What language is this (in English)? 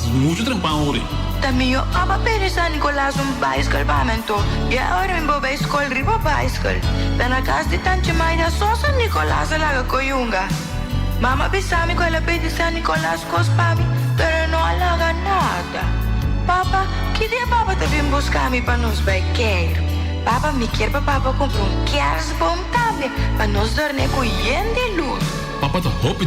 Papiamento